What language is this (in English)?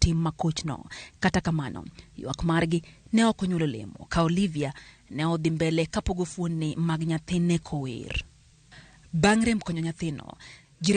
Luo (Kenya and Tanzania)